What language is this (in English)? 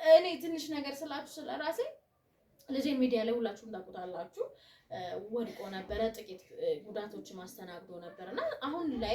Amharic